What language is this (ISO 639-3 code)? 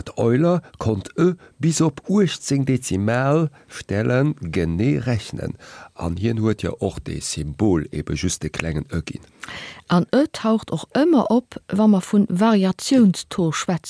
ltz